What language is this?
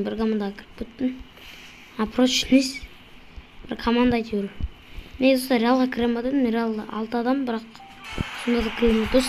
Kazakh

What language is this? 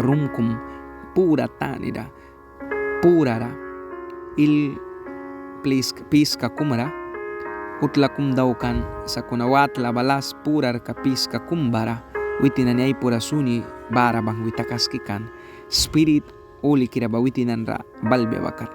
Mískito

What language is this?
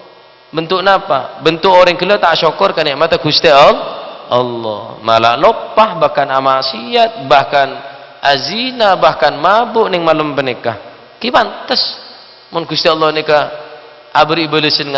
Madurese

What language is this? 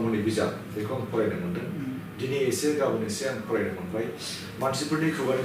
Bodo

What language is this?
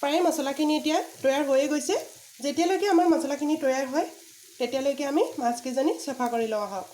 Assamese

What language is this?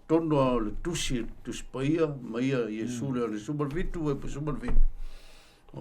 Samoan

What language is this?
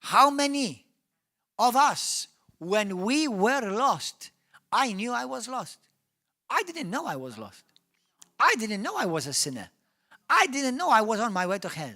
English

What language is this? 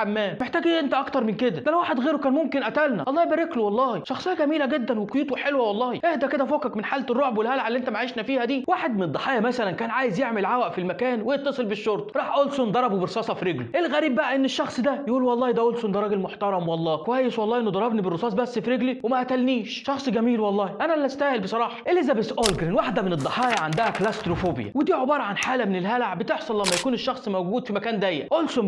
Egyptian Arabic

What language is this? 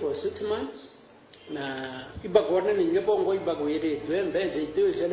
Meru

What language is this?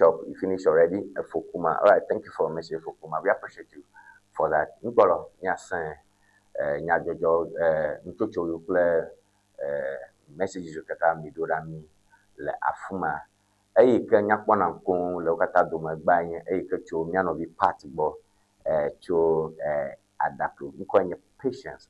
Ewe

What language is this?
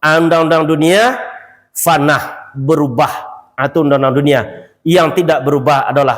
Minangkabau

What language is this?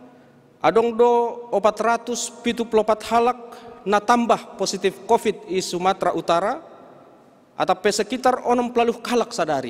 Batak Simalungun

